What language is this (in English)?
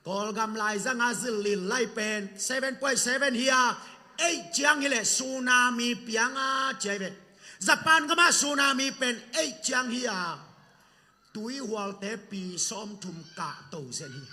Tedim Chin